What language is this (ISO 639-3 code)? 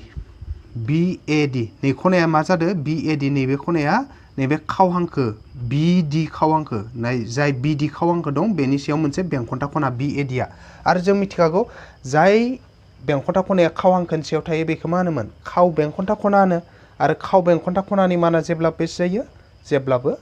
brx